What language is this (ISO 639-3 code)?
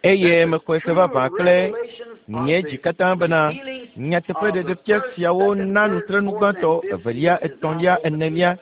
ewe